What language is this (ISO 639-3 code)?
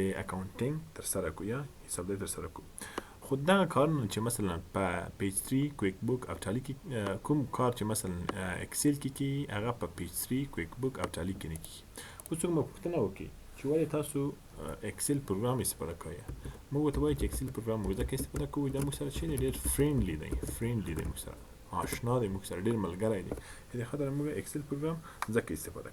pus